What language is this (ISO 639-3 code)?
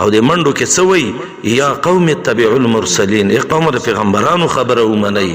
pus